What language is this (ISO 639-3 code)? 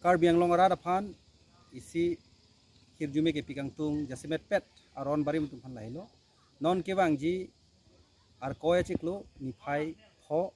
mjw